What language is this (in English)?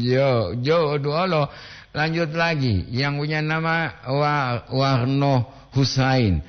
Gorontalo